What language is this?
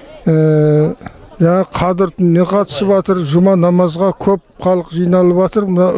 Kazakh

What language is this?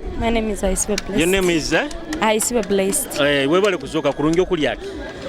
Nyoro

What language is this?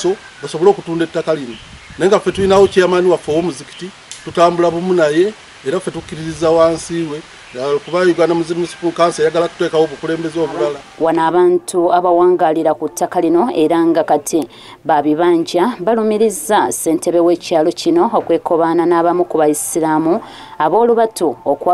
Ganda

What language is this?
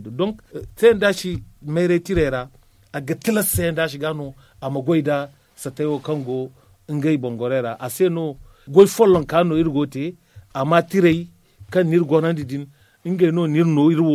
Zarma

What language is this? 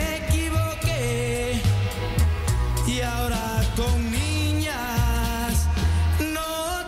Spanish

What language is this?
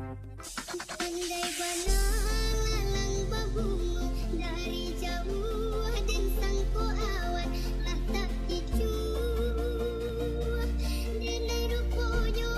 Minangkabau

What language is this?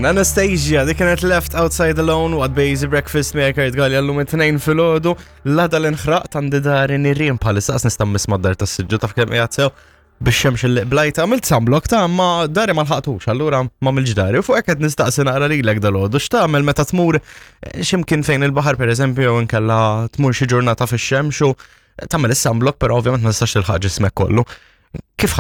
Maltese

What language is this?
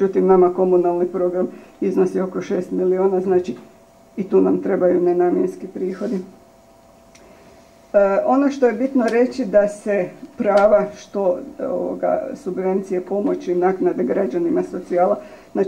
Croatian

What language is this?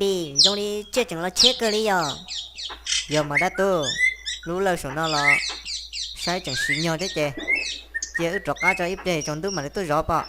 Hmong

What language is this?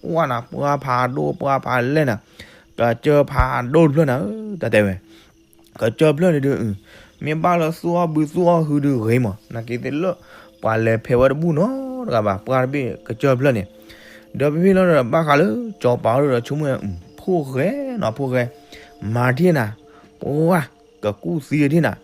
S'gaw Karen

